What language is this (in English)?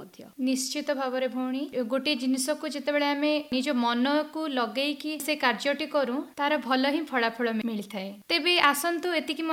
Odia